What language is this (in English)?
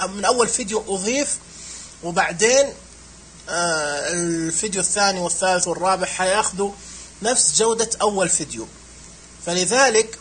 Najdi Arabic